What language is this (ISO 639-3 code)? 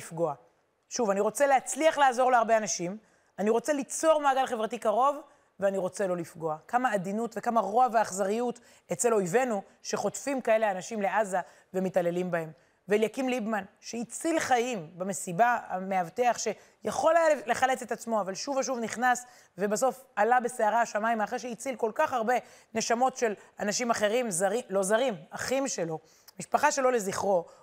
heb